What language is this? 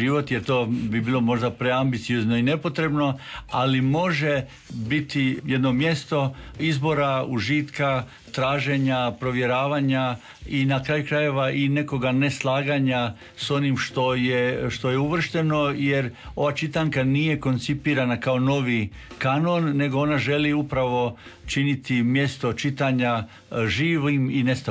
Croatian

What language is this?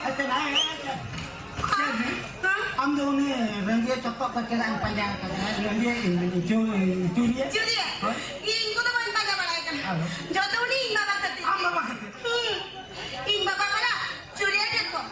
Santali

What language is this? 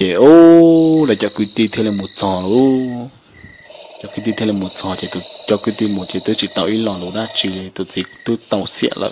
Hmong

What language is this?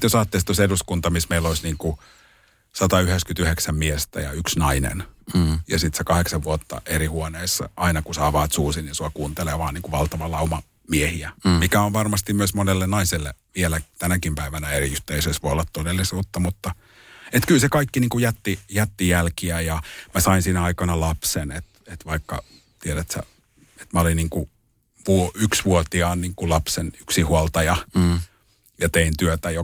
Finnish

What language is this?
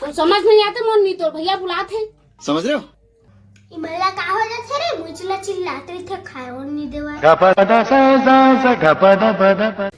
Chhattisgarhi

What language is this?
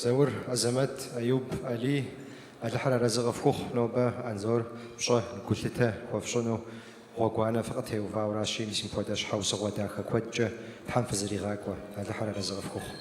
Kabardian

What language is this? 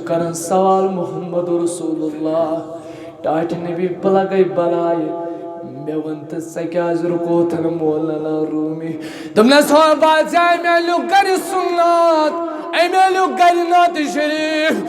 Kashmiri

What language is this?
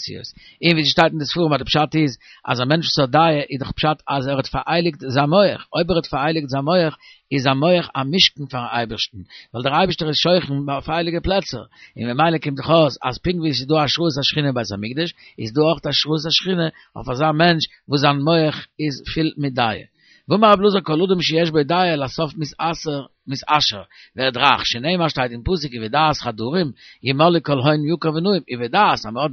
Yiddish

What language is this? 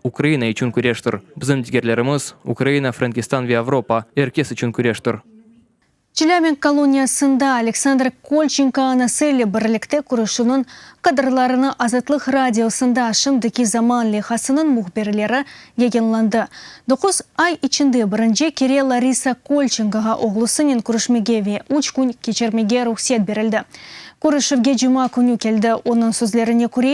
Crimean Tatar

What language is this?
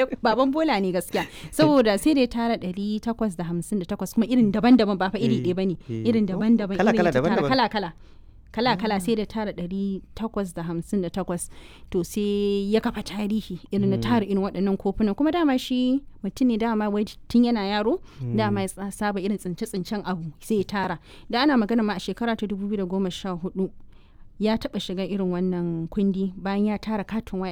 Hausa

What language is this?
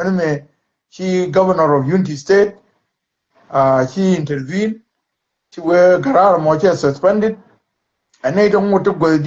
Nuer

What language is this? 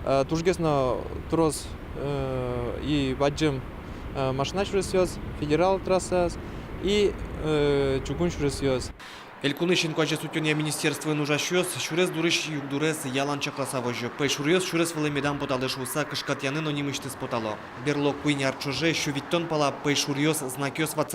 Udmurt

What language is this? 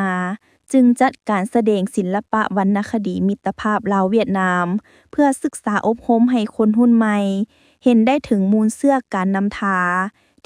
Lao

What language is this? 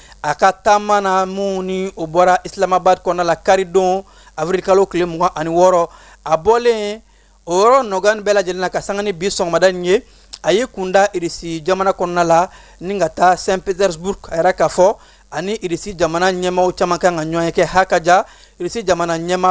Bambara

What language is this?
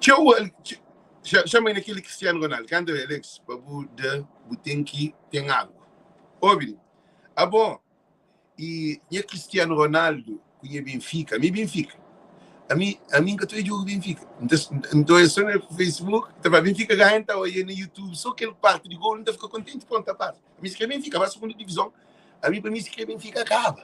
Kabuverdianu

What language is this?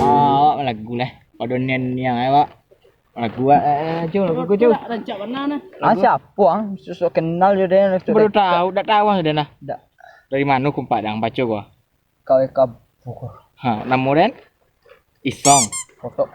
Minangkabau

